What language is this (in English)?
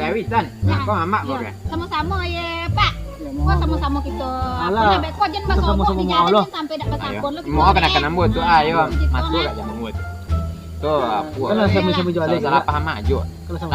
Minangkabau